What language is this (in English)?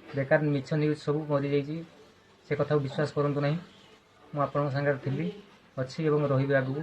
Odia